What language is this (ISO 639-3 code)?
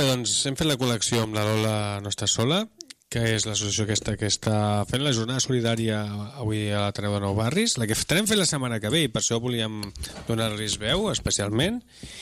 cat